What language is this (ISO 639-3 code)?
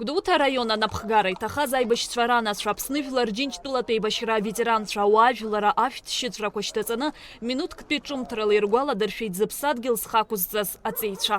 abk